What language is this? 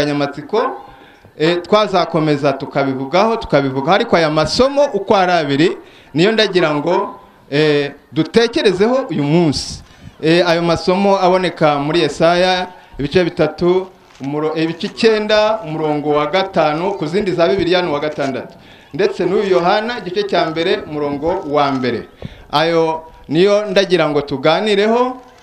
Kinyarwanda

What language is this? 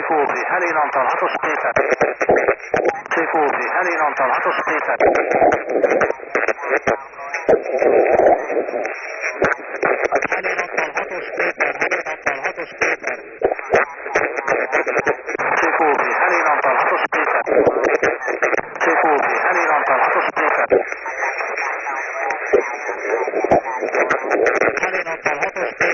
Hungarian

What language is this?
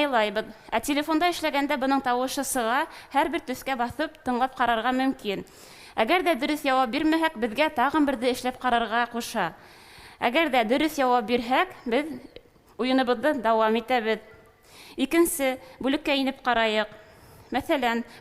Bashkir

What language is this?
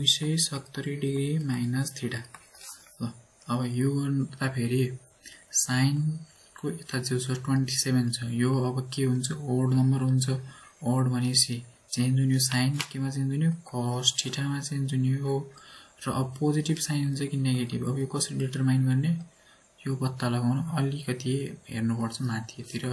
Nepali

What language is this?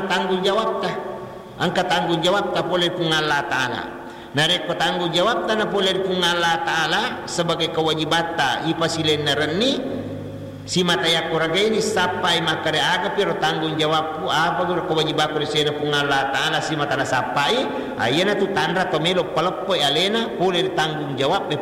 Buginese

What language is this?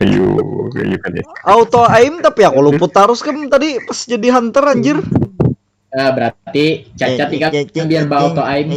Banjar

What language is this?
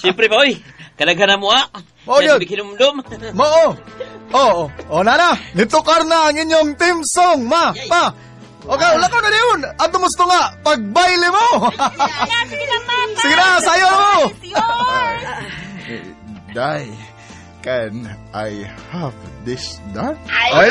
Cebuano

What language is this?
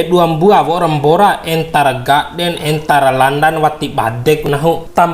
Bima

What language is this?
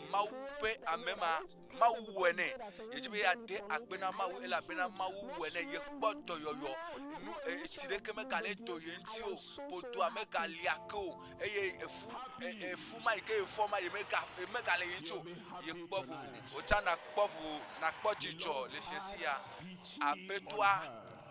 Ewe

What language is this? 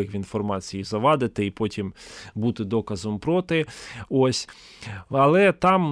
Ukrainian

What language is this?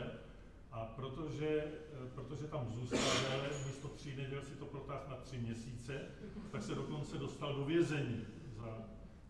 Czech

